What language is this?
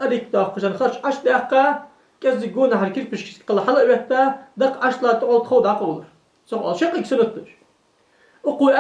Ingush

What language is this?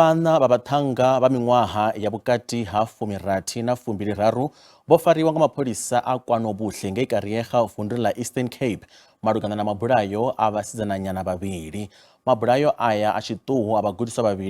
Venda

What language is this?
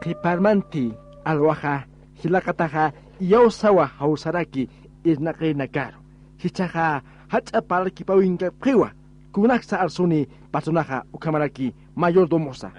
Aymara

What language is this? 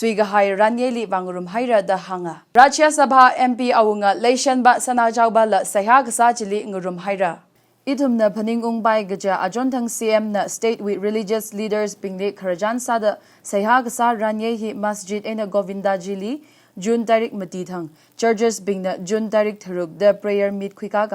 Tangkhul Naga (India)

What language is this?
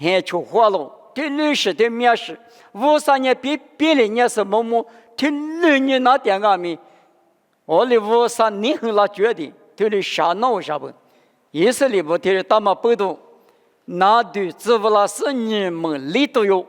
Lisu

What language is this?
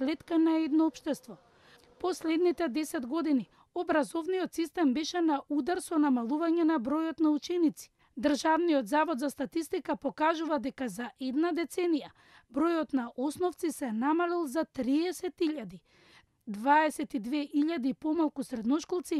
Macedonian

